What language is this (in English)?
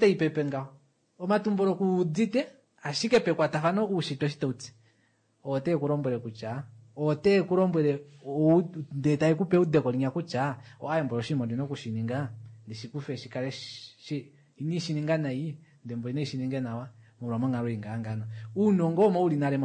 Kuanyama